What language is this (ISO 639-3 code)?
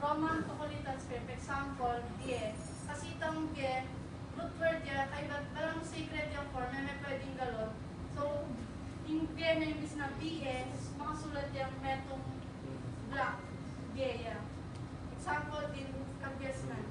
pam